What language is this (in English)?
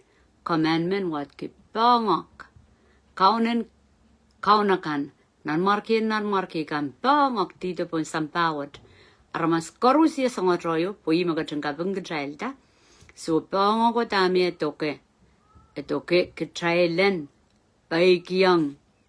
Pohnpeian